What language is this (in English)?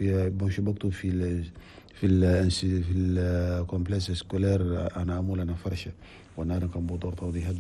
Chadian Arabic